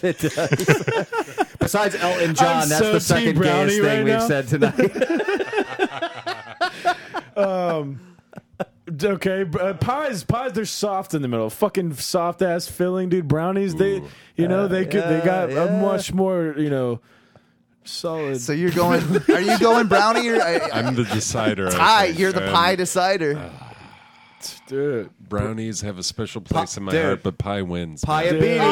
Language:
English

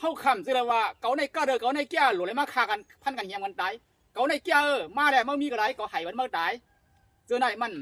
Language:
Shan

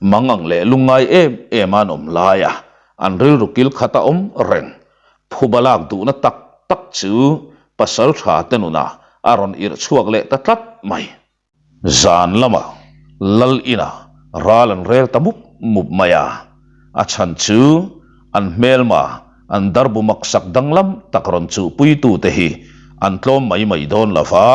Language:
Mizo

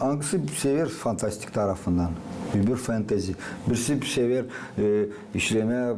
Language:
Gagauz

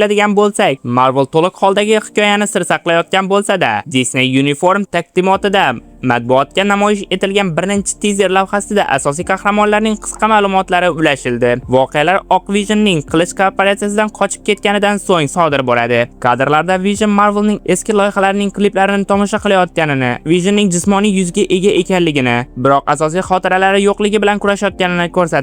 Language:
Uzbek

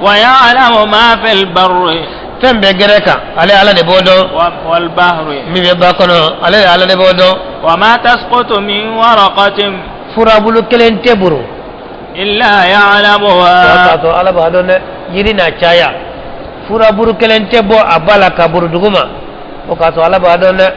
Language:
Bambara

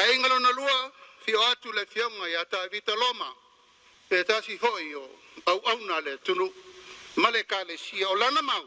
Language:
Samoan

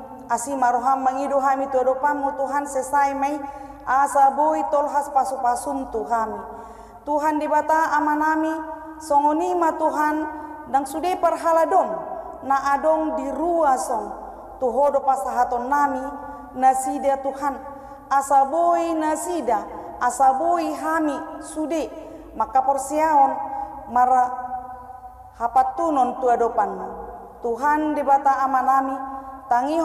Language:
Batak Toba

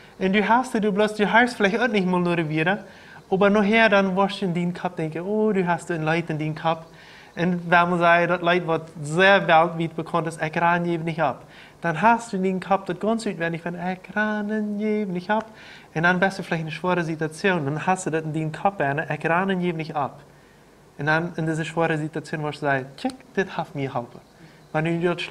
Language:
Plautdietsch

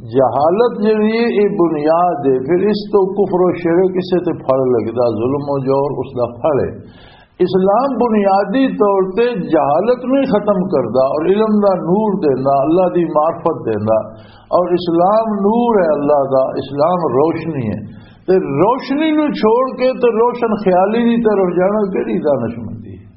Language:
Western Panjabi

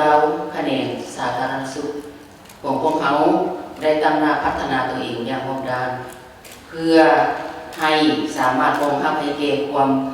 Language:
Lao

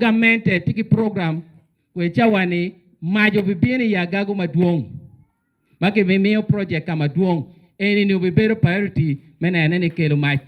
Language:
Acoli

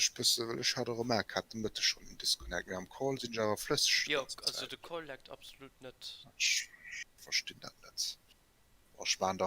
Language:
Luxembourgish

